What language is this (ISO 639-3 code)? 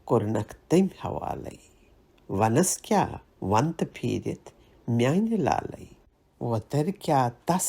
kas